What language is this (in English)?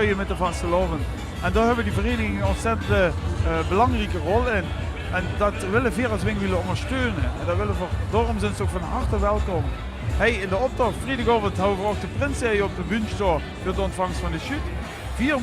Limburgish